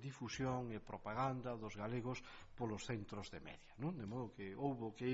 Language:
Galician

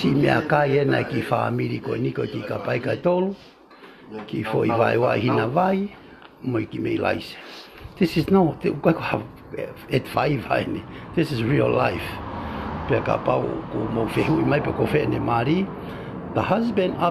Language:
Tongan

